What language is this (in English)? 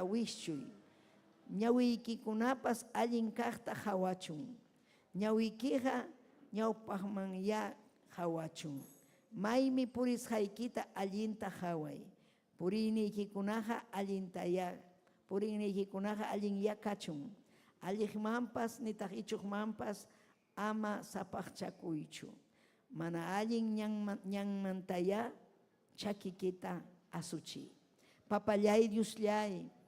Ayacucho Quechua